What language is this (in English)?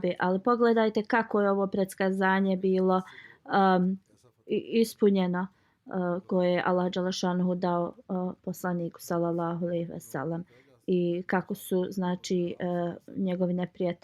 Bosnian